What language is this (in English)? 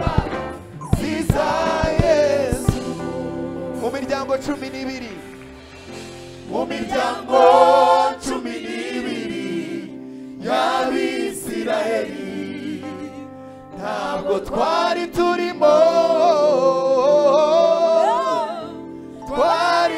Kinyarwanda